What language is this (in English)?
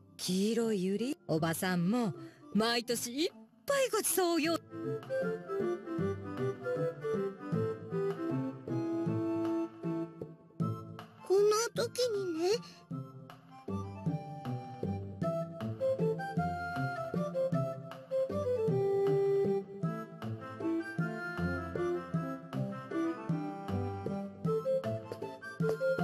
Japanese